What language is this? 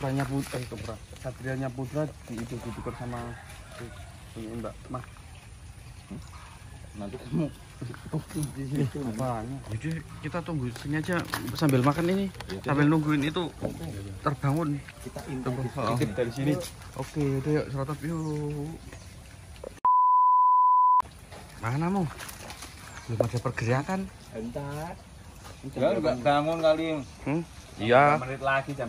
Indonesian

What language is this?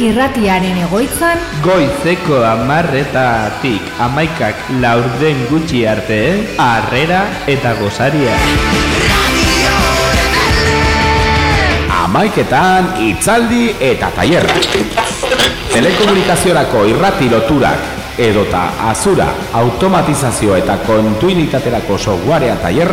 Basque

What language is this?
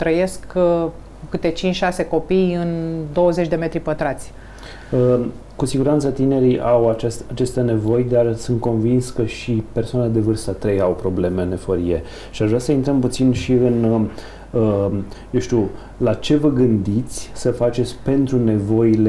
Romanian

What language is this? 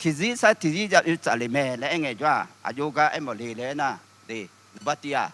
Akha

